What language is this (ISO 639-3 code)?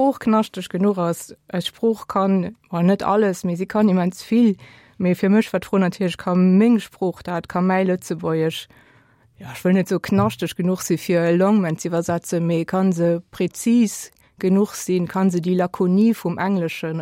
ltz